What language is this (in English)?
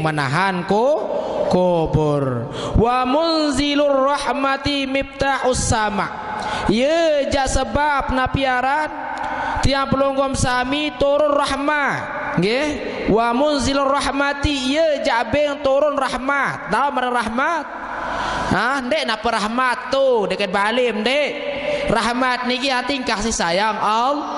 Sasak